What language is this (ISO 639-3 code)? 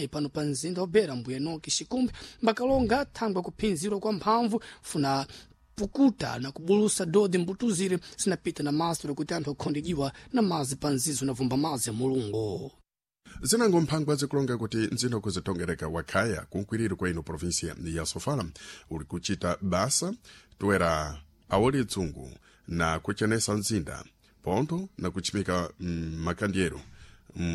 seh